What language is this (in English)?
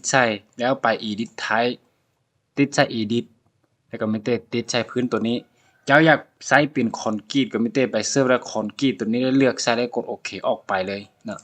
Lao